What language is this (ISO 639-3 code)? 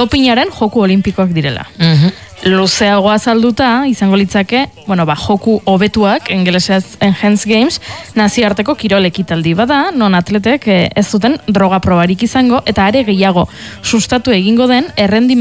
eus